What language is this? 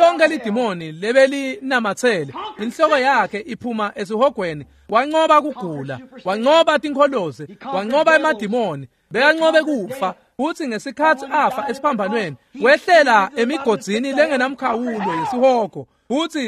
Swati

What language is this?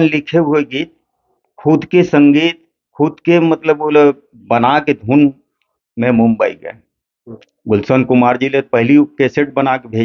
Chhattisgarhi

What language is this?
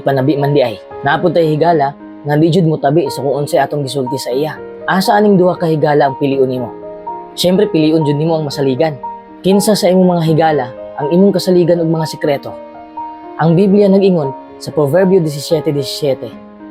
Cebuano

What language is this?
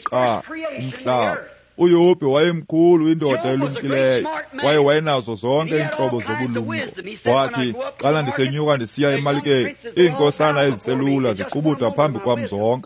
Xhosa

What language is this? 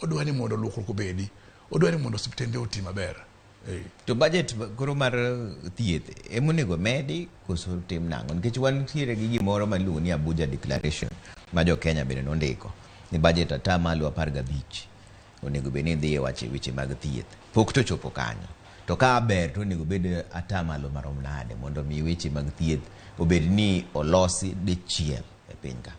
Luo (Kenya and Tanzania)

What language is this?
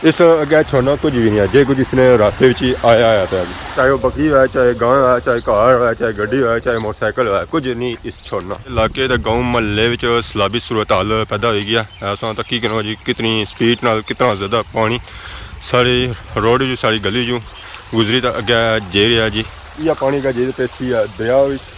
Pahari-Potwari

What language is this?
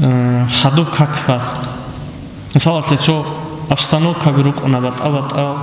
Avaric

